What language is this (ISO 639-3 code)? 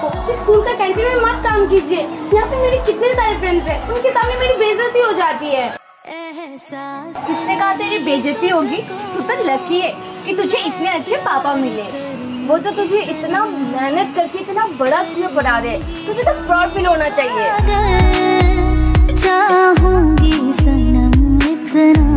hin